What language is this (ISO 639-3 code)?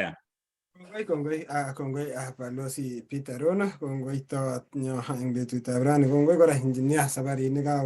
kln